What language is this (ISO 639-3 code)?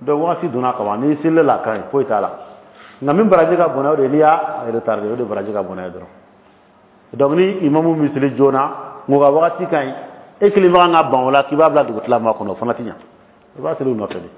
dyu